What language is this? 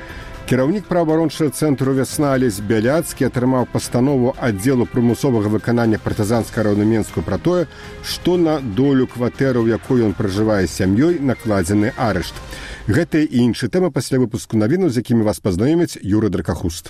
Belarusian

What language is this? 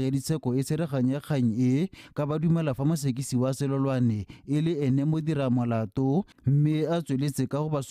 Tswana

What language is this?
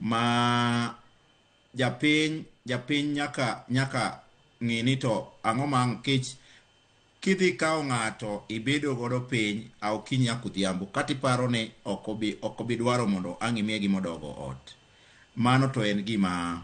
Luo (Kenya and Tanzania)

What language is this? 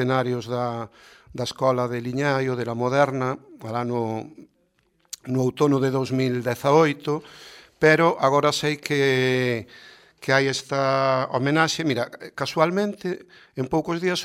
Galician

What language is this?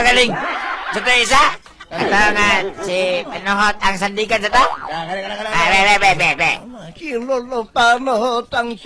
Cebuano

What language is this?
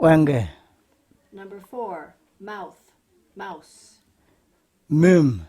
Kamasau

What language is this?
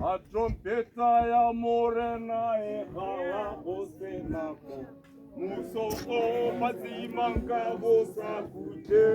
Tswana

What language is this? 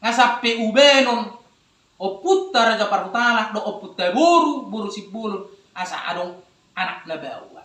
Batak Toba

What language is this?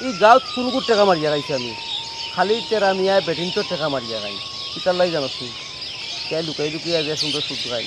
Sylheti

